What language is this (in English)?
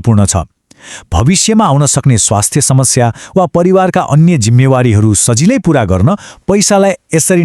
Nepali